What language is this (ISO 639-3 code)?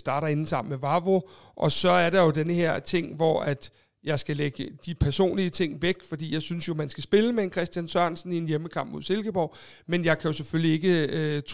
dan